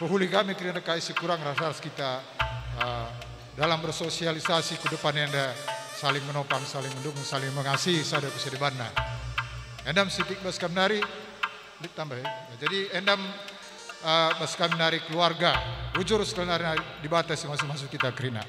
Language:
Batak Karo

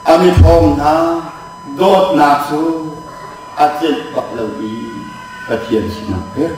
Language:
Hakha Chin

